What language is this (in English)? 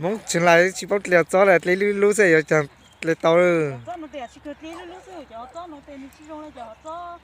Hmong